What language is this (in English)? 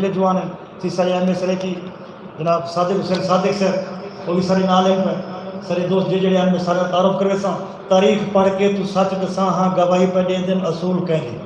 Saraiki